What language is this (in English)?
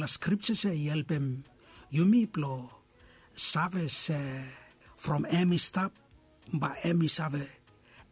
Bislama